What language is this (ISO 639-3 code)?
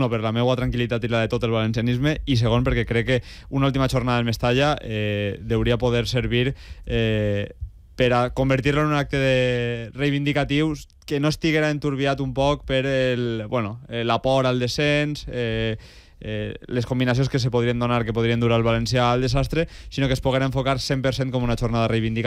cat